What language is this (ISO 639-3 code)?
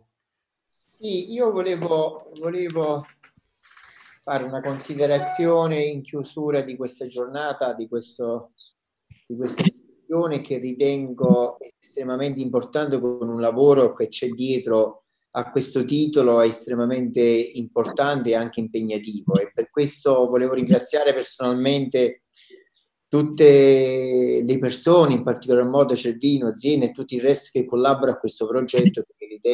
ita